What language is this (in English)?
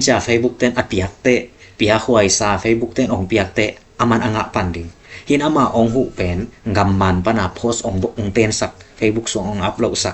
Tedim Chin